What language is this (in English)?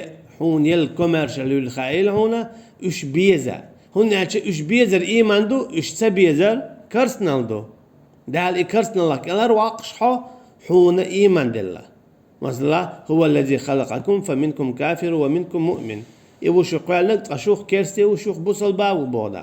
Chechen